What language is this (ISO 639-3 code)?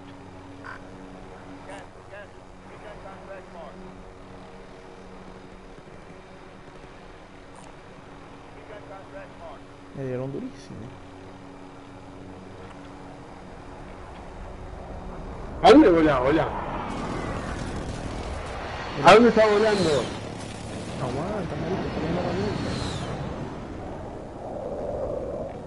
spa